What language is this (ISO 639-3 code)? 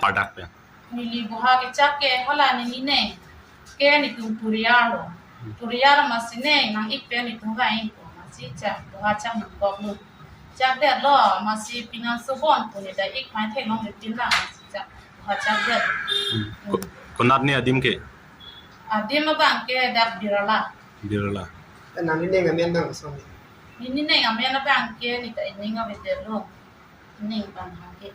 mjw